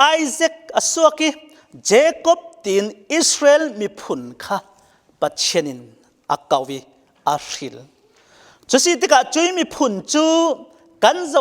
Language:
Falam Chin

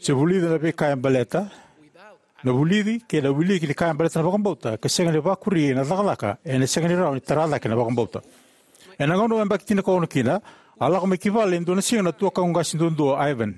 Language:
Fijian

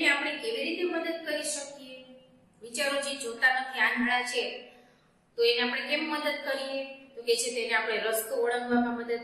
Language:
Gujarati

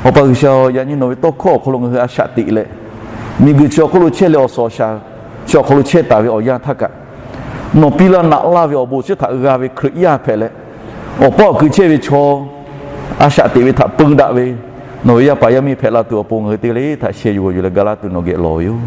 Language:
Lahu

